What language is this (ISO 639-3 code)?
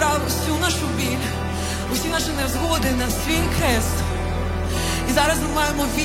ukr